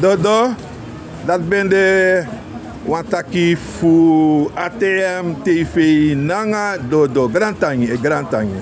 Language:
Sranan Tongo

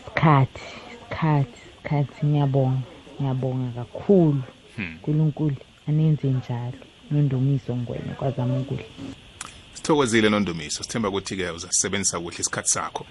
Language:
South Ndebele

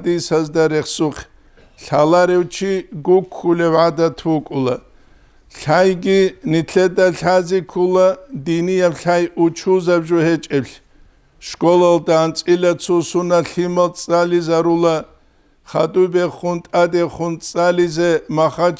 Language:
Avaric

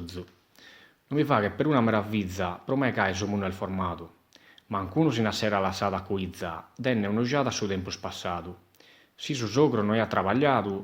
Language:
Sardinian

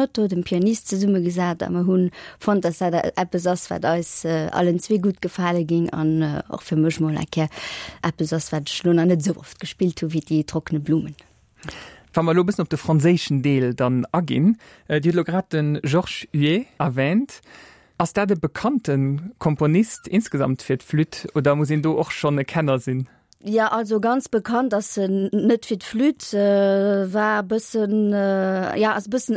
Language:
Luxembourgish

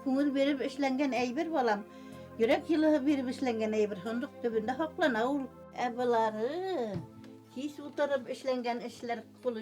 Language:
Bashkir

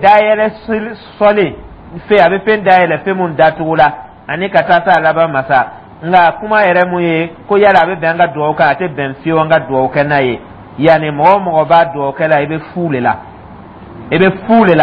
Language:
Dyula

